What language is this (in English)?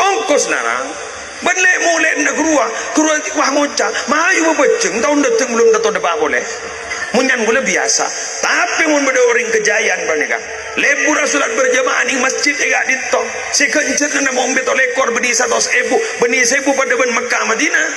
Madurese